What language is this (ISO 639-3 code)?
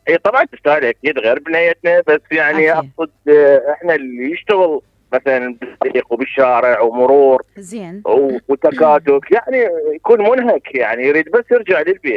acm